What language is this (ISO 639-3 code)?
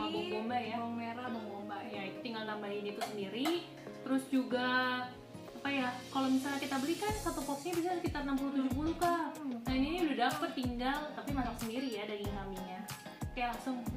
ind